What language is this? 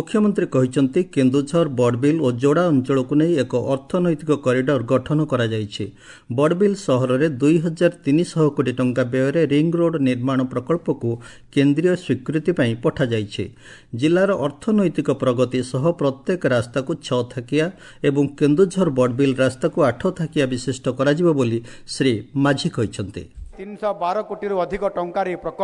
Odia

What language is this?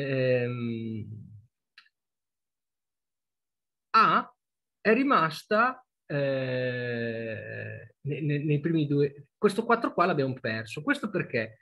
Italian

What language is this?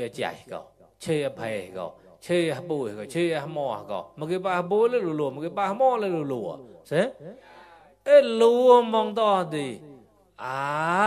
Mon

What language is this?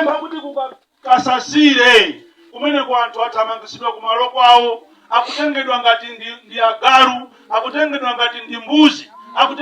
Nyanja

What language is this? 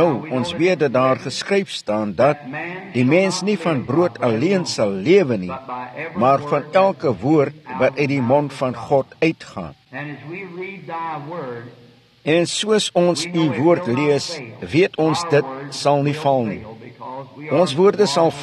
Afrikaans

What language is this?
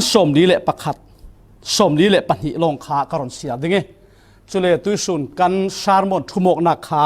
Falam Chin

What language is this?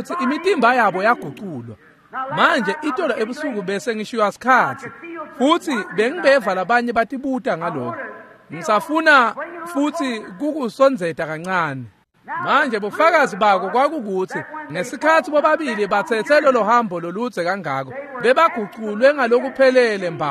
Swati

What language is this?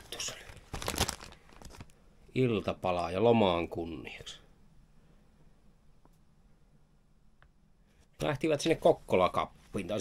Finnish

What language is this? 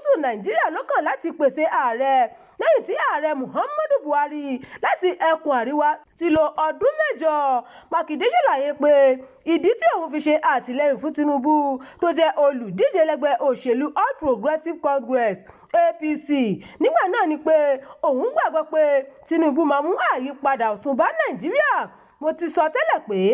Yoruba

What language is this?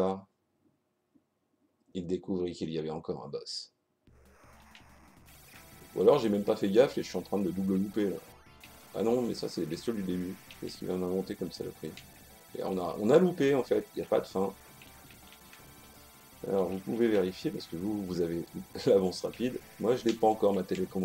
French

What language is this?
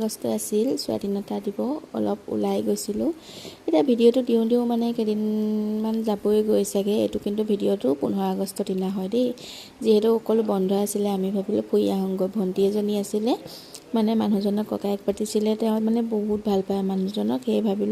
Assamese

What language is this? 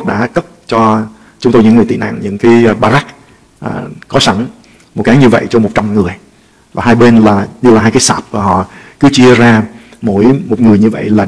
Vietnamese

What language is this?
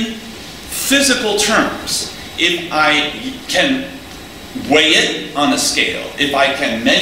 English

